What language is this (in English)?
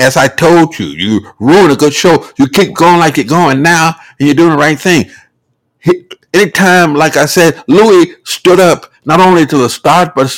English